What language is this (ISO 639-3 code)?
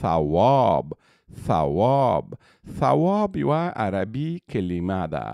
pus